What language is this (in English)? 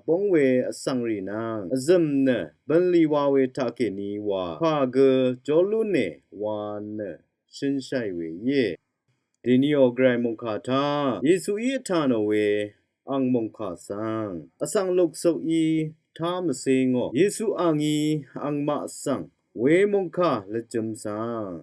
Rawang